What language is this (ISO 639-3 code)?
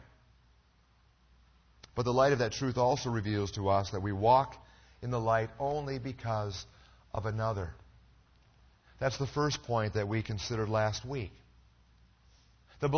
eng